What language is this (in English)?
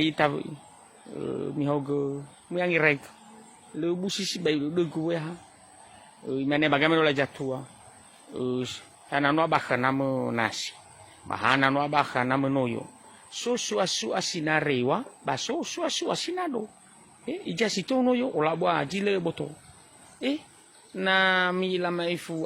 Nias